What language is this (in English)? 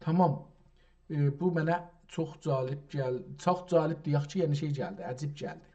South Azerbaijani